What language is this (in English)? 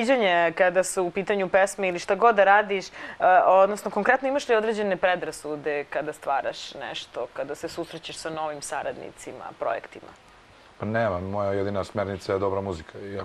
Serbian